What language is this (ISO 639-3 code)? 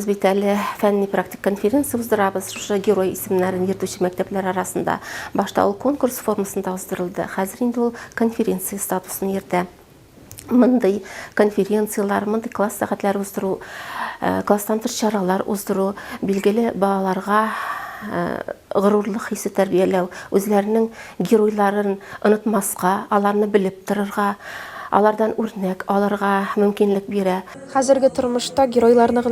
tat